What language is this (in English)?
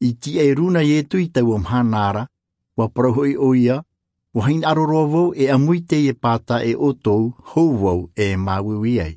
Tahitian